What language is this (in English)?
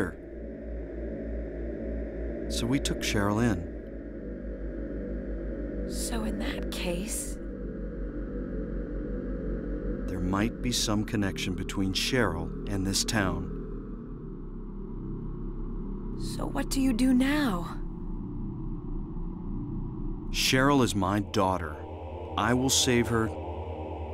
English